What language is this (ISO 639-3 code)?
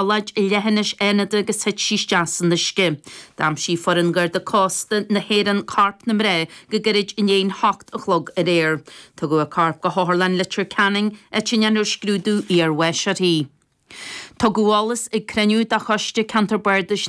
gle